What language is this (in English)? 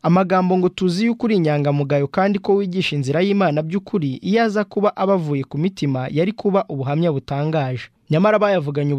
Kinyarwanda